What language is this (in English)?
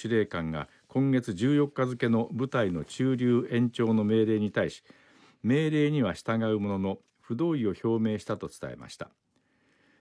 Japanese